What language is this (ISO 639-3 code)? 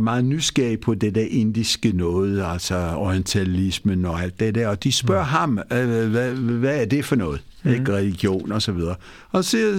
dan